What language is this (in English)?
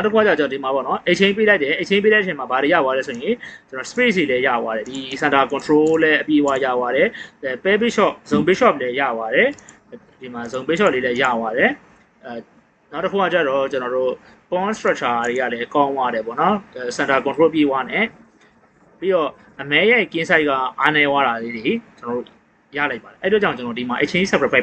Burmese